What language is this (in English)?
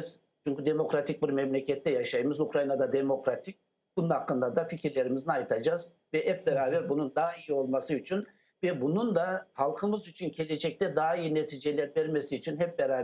Crimean Tatar